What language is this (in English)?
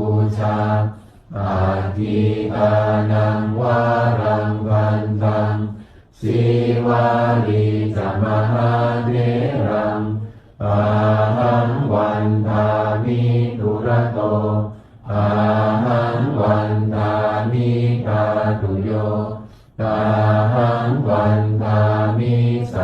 Pali